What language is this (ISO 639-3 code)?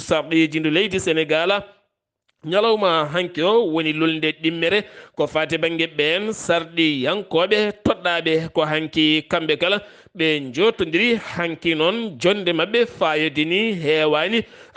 ful